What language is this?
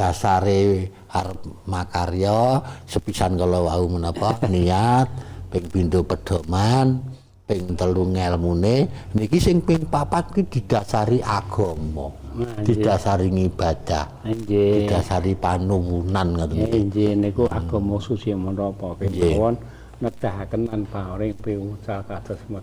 Javanese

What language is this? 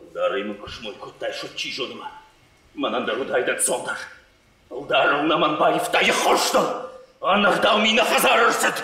Ossetic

